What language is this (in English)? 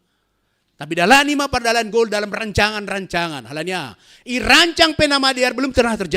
Batak Simalungun